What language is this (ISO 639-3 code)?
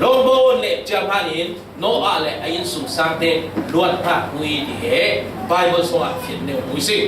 cfm